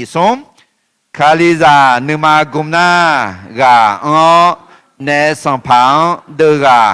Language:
Akha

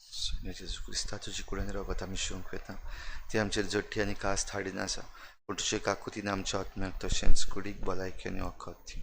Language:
Konkani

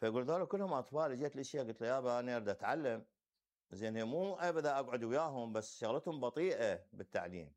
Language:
Mesopotamian Arabic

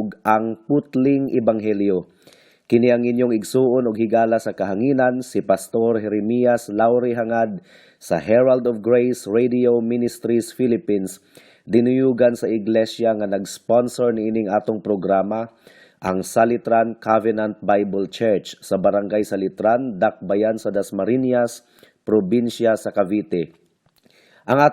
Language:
Cebuano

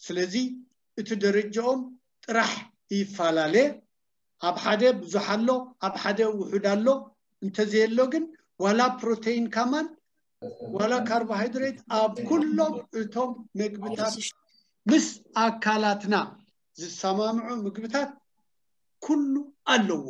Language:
Tigrinya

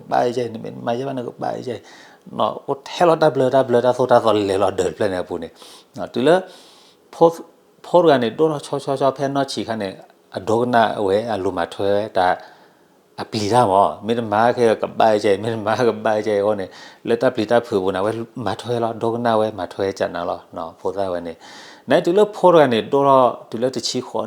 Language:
S'gaw Karen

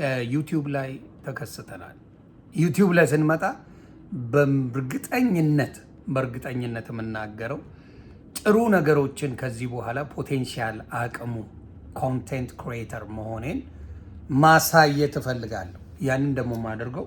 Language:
Amharic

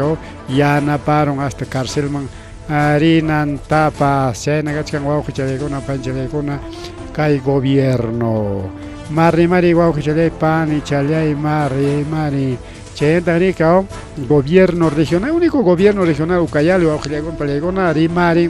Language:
Ayacucho Quechua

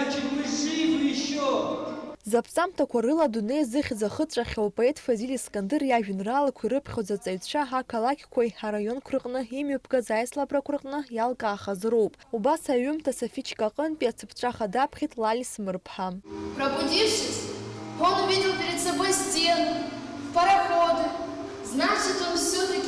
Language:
Abkhazian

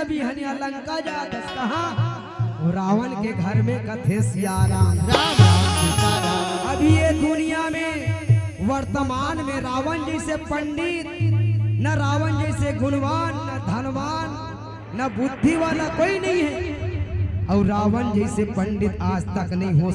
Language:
Chhattisgarhi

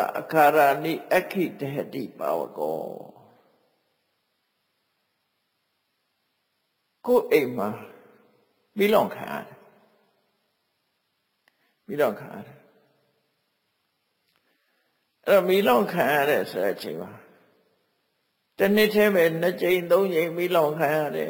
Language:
Burmese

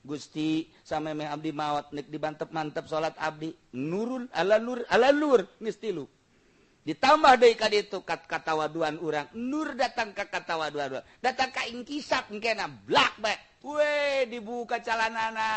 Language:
Sundanese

